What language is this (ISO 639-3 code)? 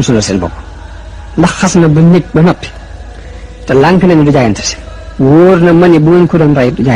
wol